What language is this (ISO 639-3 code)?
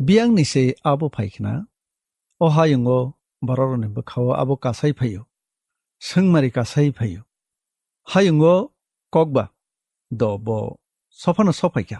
trp